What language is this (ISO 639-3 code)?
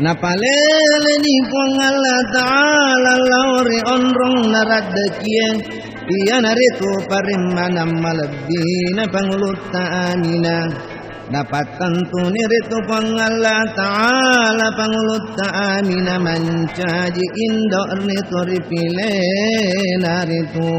bug